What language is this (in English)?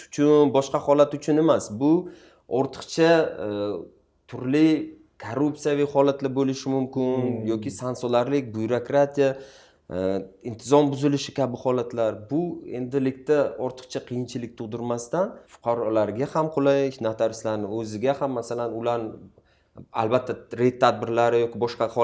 Uzbek